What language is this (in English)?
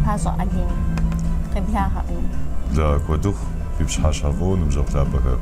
Kabardian